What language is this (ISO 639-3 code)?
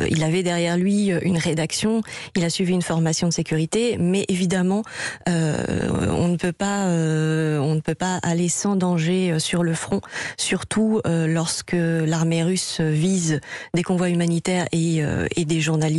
fra